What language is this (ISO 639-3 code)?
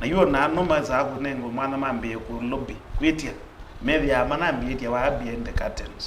kam